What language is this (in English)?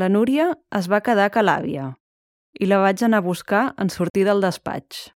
Catalan